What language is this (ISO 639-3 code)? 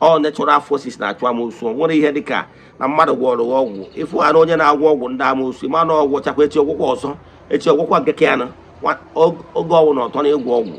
ibo